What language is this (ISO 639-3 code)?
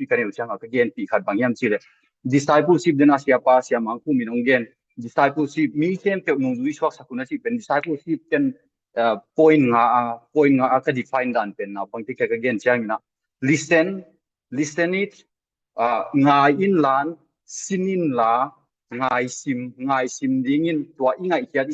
ctd